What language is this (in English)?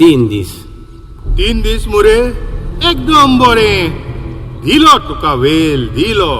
Konkani